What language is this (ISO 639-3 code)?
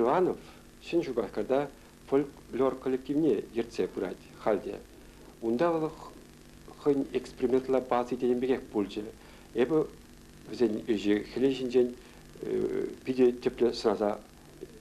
chv